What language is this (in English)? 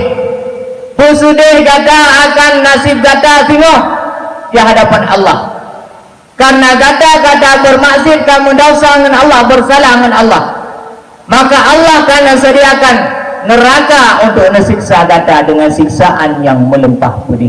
Achinese